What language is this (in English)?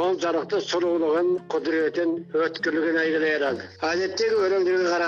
Kazakh